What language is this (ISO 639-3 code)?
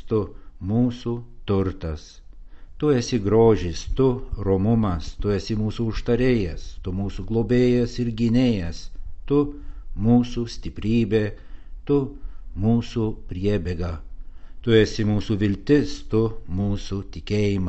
lit